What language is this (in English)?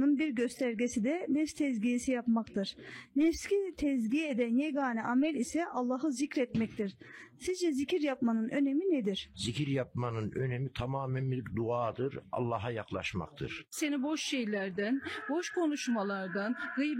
Turkish